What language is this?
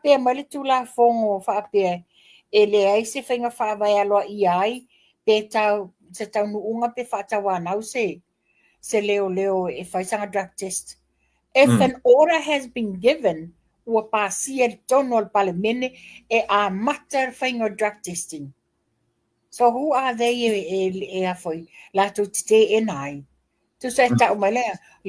Samoan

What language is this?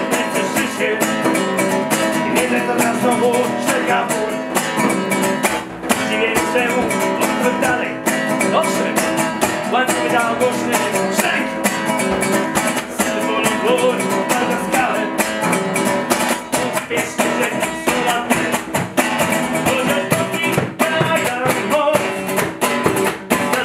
Polish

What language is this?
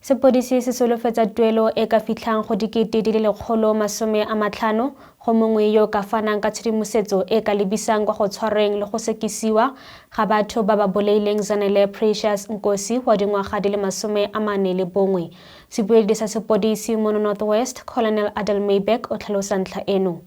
Tswana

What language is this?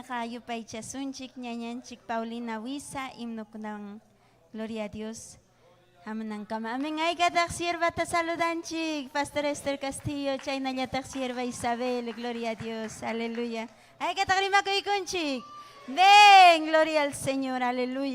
Ayacucho Quechua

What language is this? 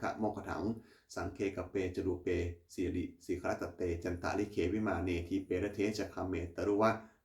Pali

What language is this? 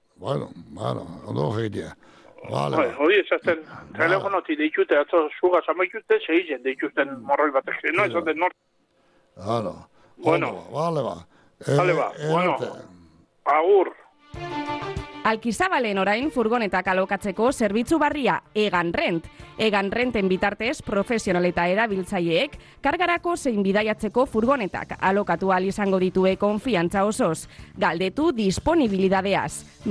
Basque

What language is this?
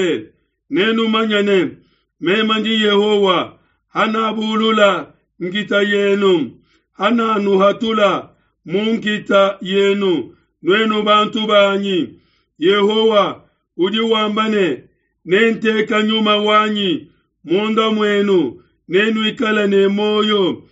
Luba-Lulua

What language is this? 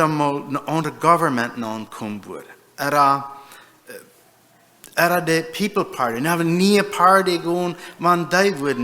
Plautdietsch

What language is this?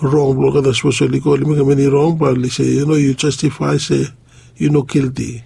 Bislama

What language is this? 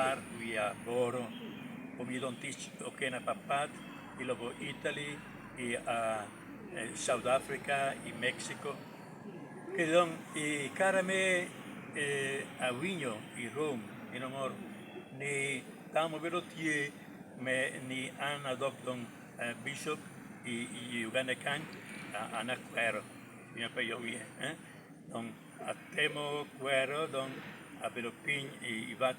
Lango (Uganda)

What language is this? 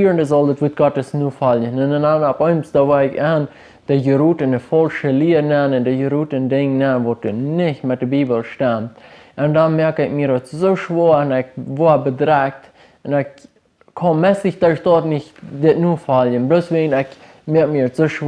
Plautdietsch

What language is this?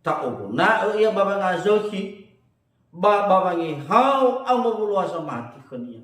Nias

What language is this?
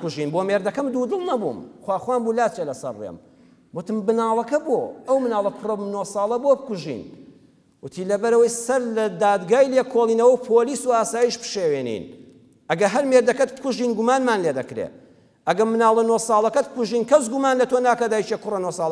Central Kurdish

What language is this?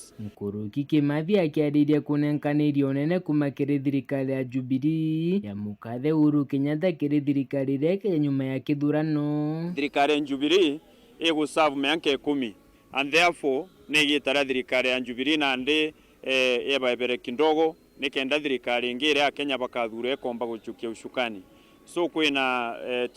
Meru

